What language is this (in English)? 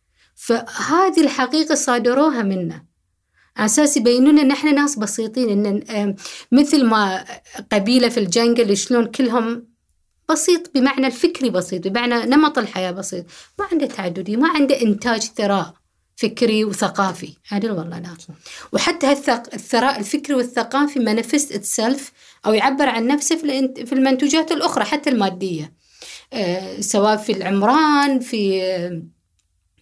Gulf Arabic